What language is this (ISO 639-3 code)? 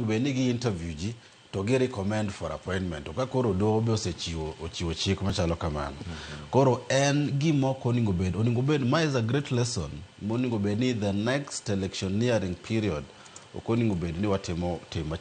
luo